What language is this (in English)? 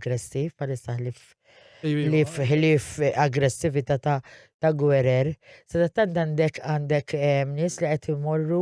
Maltese